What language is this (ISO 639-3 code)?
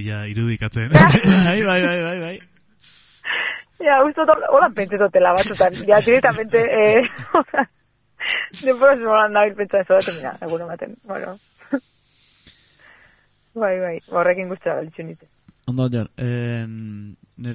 eus